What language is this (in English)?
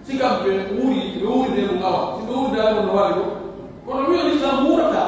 Pular